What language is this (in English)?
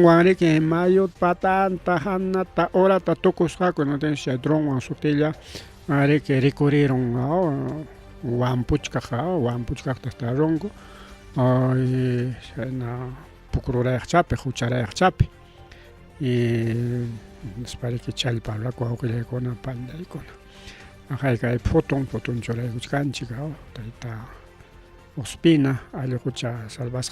Ayacucho Quechua